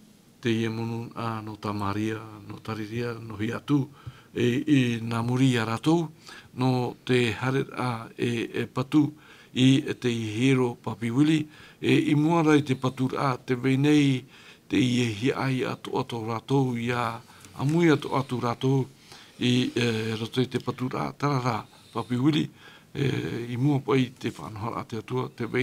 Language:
Tahitian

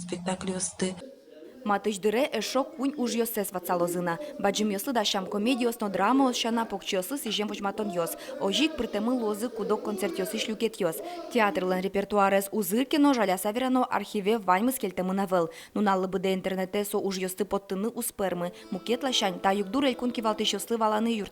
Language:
Udmurt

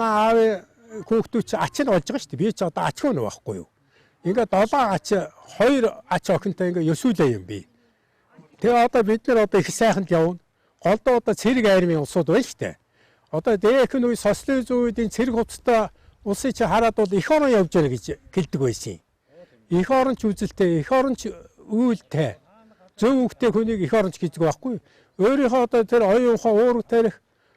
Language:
Mongolian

